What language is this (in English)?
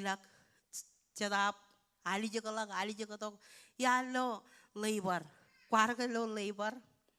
Marshallese